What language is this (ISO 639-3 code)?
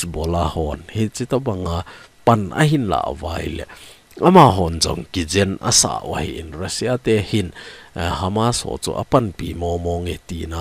tcz